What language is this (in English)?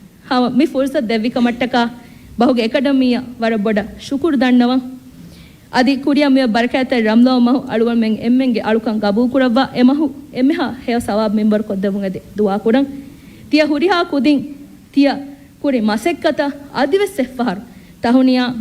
Divehi